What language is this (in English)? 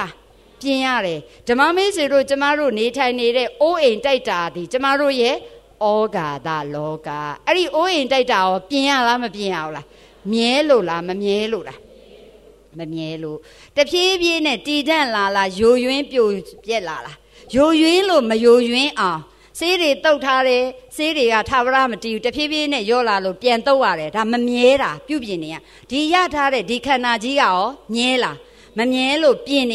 Burmese